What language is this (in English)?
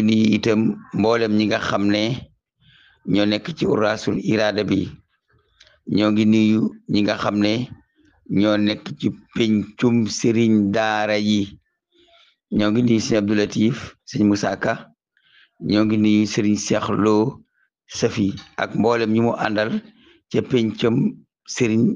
Wolof